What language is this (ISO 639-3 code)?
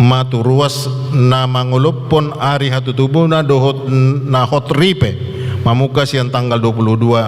bbc